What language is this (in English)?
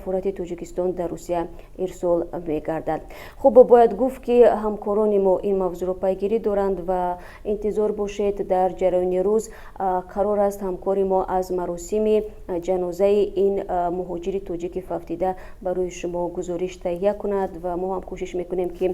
Tajik